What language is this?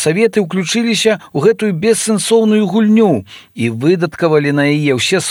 Belarusian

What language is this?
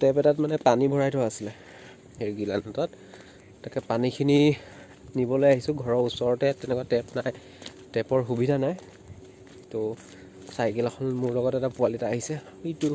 Assamese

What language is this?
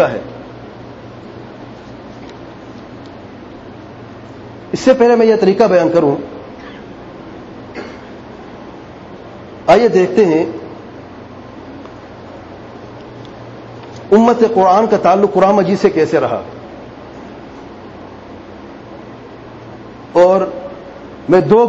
Urdu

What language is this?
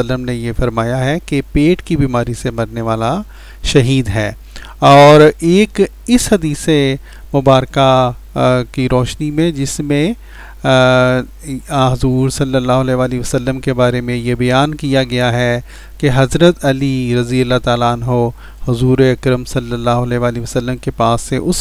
Urdu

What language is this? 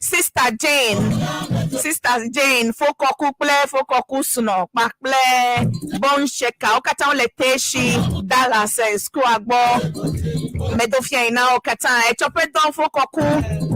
Ewe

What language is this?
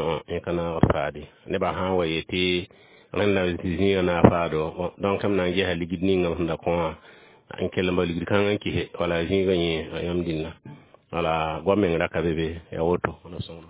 Mossi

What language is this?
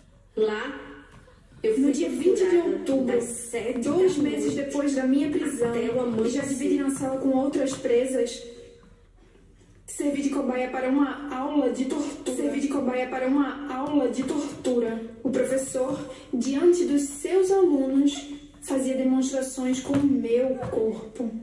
Portuguese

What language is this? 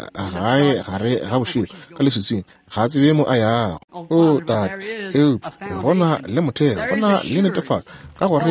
Northern Sotho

